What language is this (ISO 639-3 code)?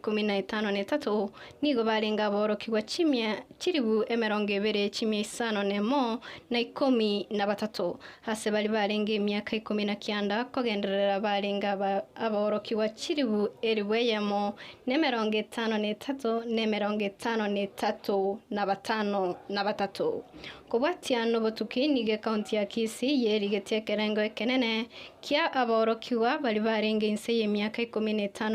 guz